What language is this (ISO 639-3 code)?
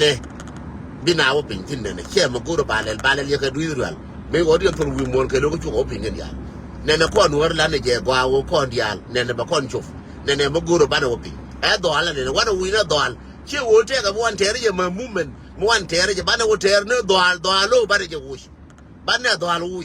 nus